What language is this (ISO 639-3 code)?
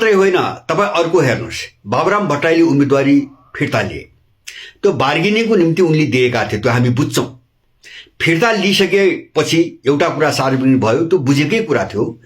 nep